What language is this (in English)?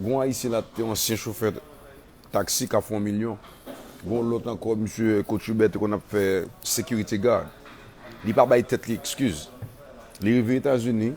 Haitian Creole